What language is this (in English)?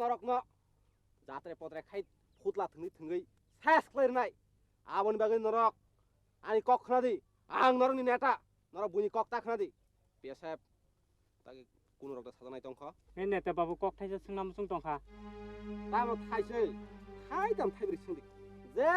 Kok Borok